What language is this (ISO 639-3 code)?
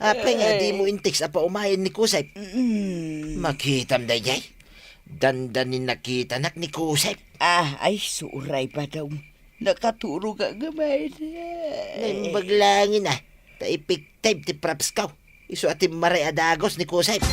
ilo